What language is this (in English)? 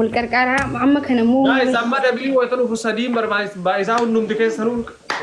Oromo